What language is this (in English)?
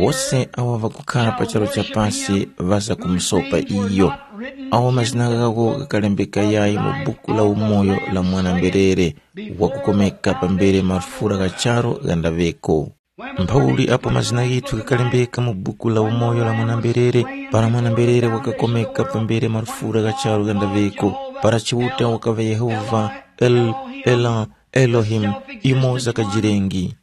Tumbuka